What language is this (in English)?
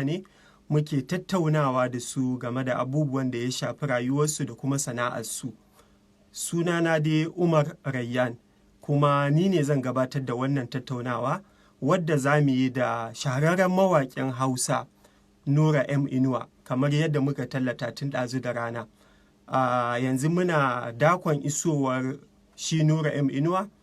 Hausa